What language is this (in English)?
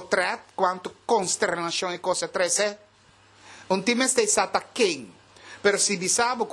Papiamento